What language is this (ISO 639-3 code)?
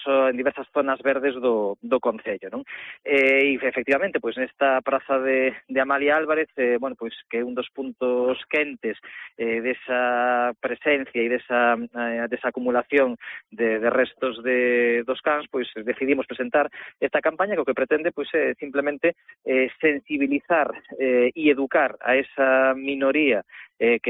glg